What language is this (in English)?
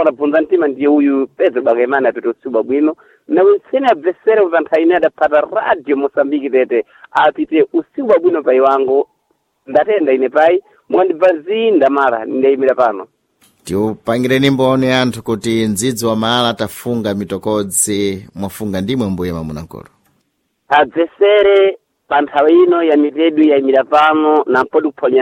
Sena